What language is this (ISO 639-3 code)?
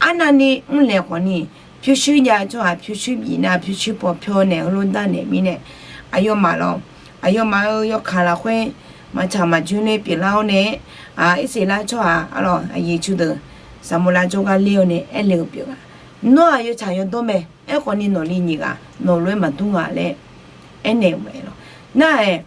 ahk